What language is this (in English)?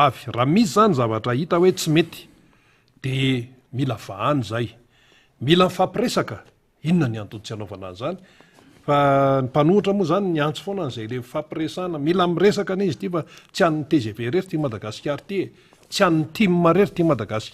Malagasy